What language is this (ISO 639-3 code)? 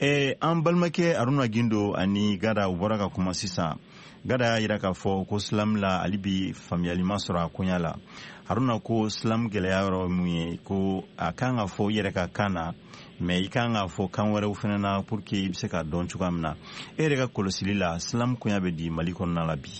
bam